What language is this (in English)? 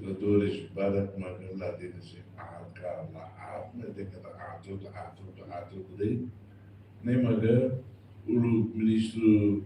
Tetum